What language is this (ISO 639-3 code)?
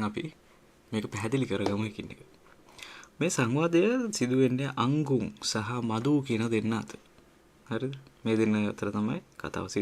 sin